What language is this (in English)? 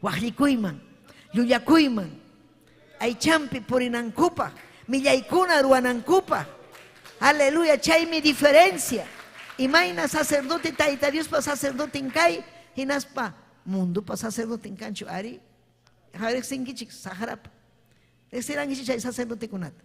Ayacucho Quechua